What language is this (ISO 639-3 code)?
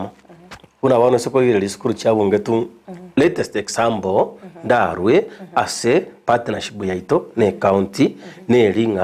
guz